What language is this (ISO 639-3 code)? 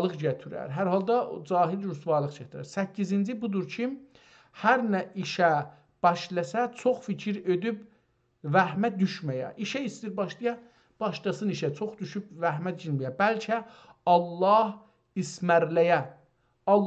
azb